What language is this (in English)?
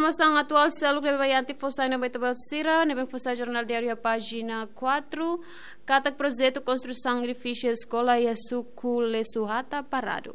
Tetum